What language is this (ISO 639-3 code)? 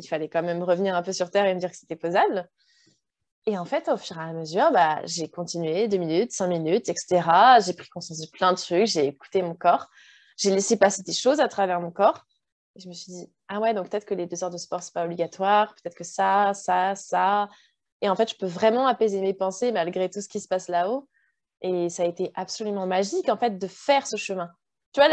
fra